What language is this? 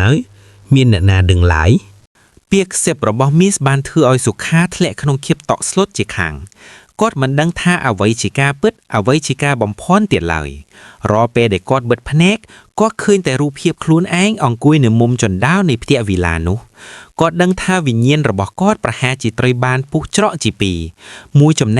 Khmer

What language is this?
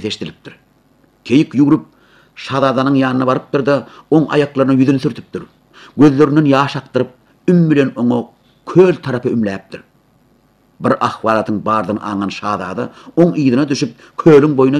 Turkmen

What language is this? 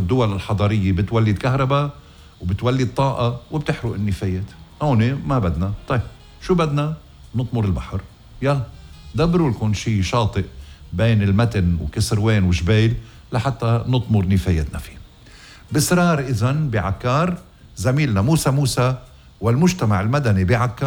North Levantine Arabic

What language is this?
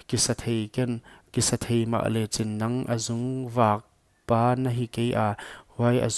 Paite Chin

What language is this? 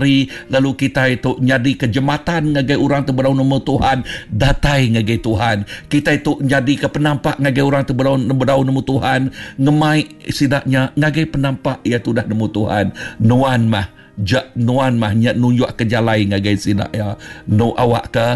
Iban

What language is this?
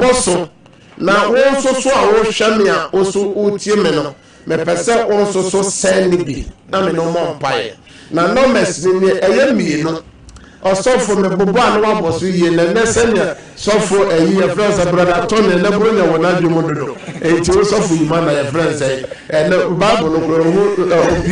Akan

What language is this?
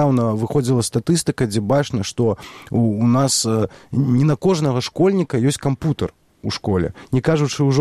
Belarusian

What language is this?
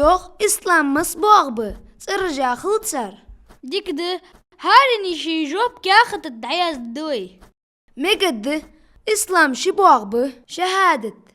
Ingush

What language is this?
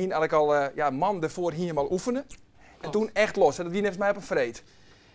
Western Frisian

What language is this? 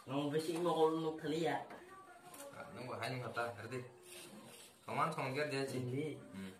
Kok Borok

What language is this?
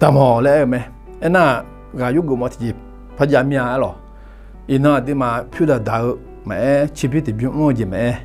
Akha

